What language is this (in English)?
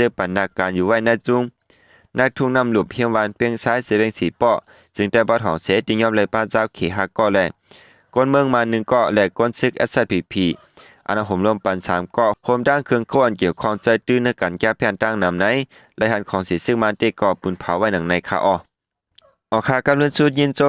Shan